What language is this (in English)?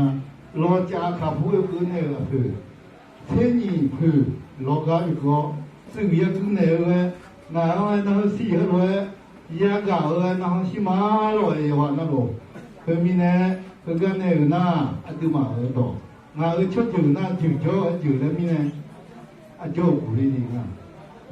Akha